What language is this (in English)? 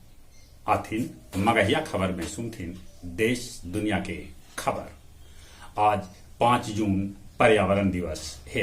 Magahi